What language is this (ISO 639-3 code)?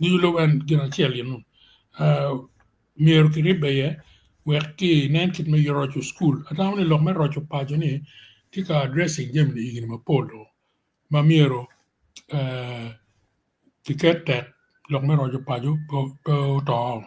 ach